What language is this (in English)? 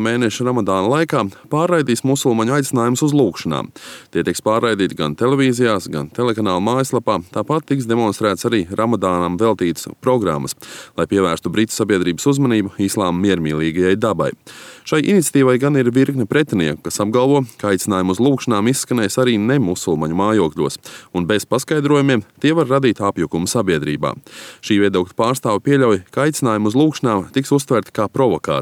Latvian